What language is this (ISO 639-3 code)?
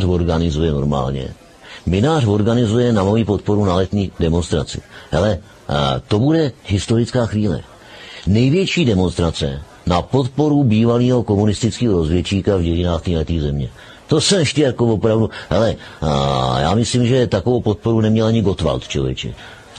ces